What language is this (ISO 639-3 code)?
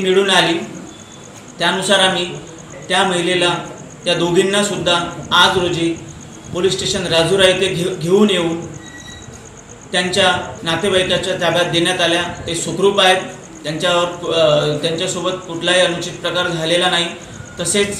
mar